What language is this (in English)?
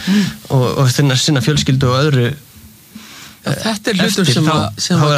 Icelandic